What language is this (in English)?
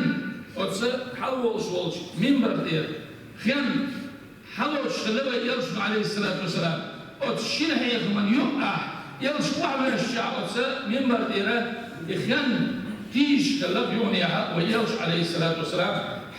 Chechen